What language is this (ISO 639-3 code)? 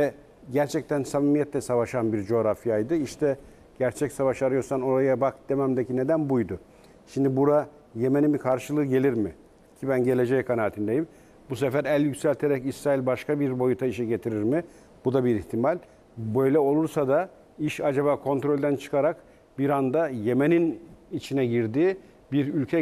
tur